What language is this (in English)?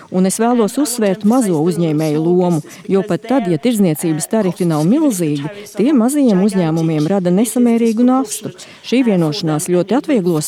Latvian